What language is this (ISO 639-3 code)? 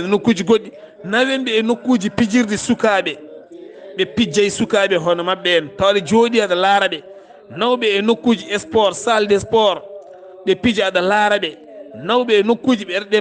ful